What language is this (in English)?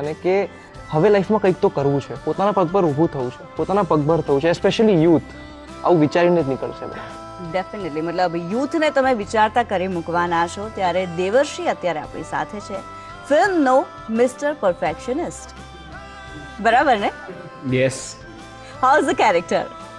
Gujarati